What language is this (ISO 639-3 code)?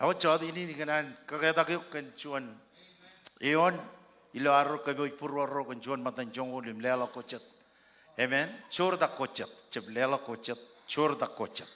mah